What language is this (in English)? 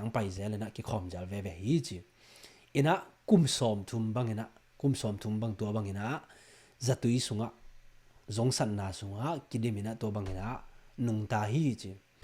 Tedim Chin